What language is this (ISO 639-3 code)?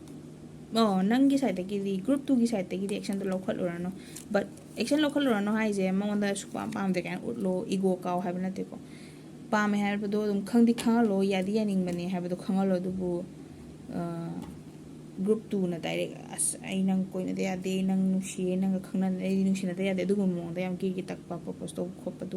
mni